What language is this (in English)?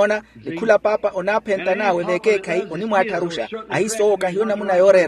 Makhuwa